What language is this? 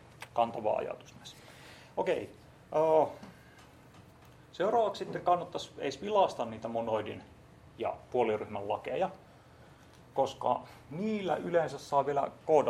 Finnish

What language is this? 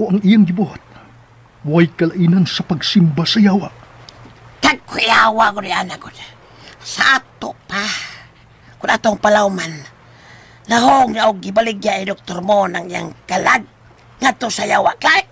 Cebuano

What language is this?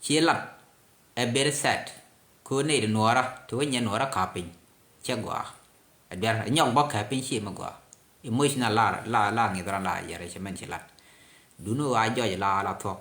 Nuer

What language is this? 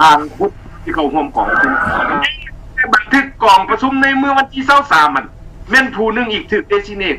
Lao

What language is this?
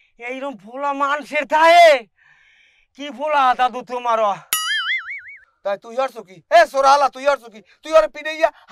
Bangla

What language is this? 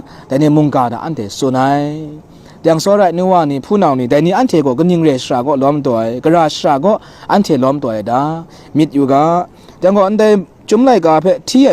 Kachin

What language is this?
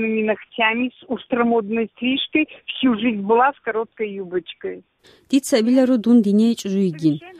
Avaric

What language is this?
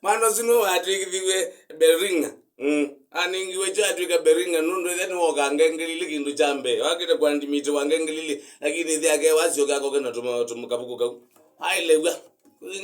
Kamba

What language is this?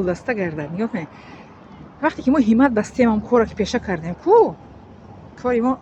Tajik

